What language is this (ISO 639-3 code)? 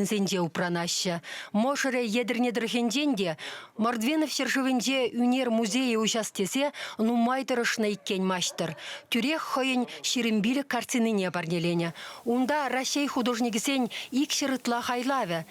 chv